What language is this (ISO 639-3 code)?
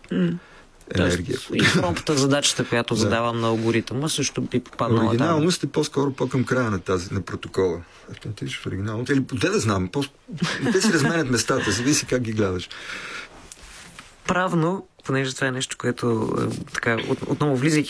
bul